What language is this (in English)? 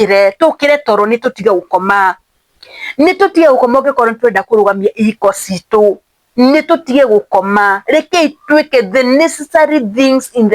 Kikuyu